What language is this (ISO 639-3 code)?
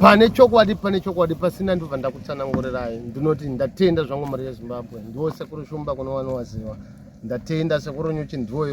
sna